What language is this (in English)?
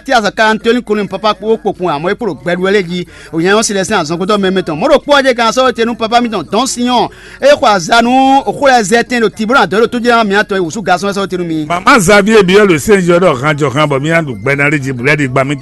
Fon